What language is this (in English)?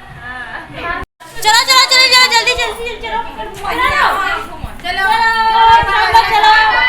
Chhattisgarhi